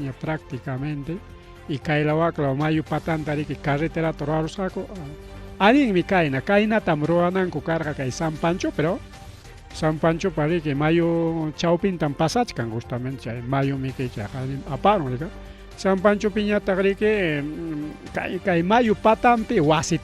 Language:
Ayacucho Quechua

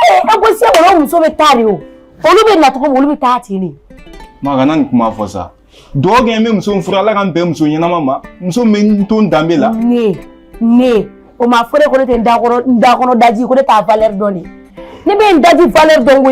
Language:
Bambara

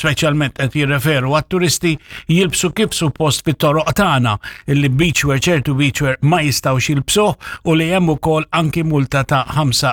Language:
Maltese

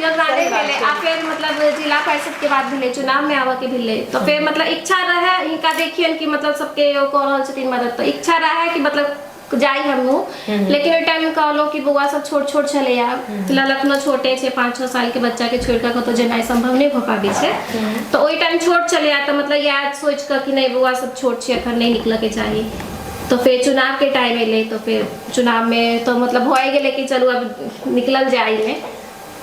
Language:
Maithili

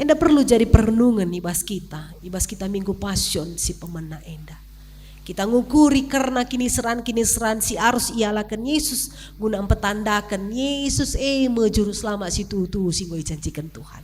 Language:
Batak Karo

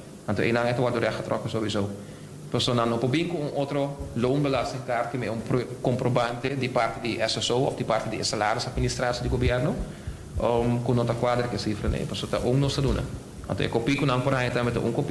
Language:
Papiamento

